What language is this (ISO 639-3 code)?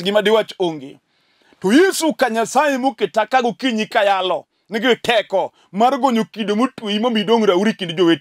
luo